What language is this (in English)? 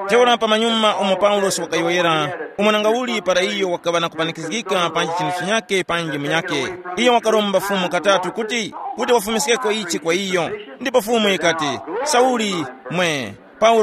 Tumbuka